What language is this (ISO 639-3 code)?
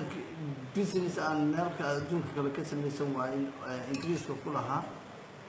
som